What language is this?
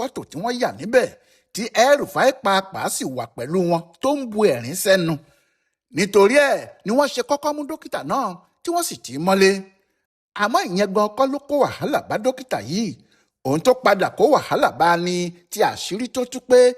Yoruba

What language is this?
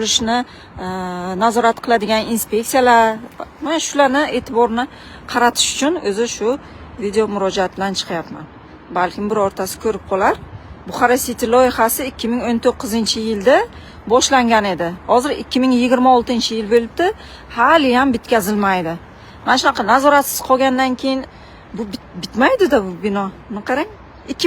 Uzbek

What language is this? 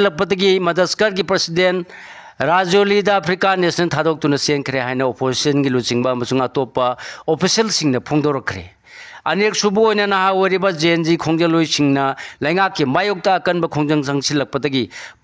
Manipuri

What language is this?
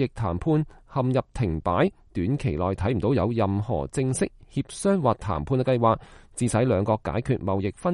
Cantonese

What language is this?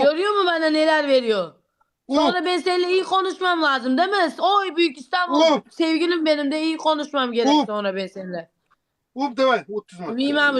Uzbek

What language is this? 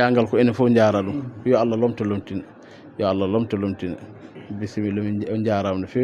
Fula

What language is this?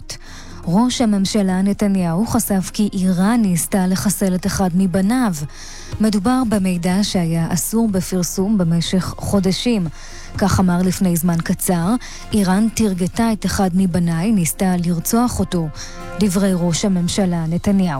Hebrew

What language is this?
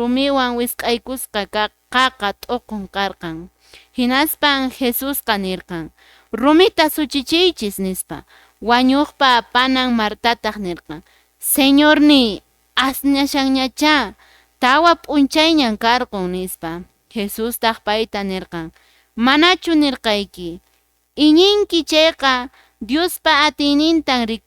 Quechua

